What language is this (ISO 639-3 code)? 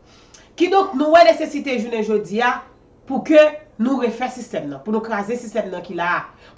hat